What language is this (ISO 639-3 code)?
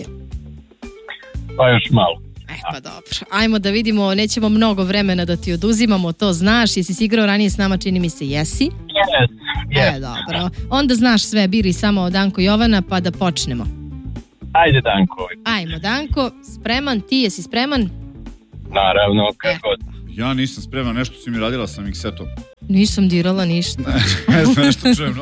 srp